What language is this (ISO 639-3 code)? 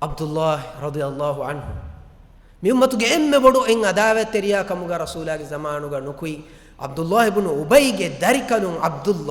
div